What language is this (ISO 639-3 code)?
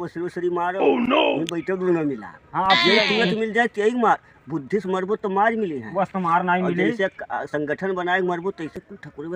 awa